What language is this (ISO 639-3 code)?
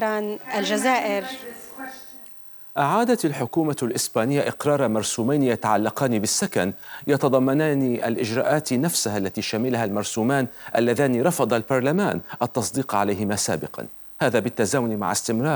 ara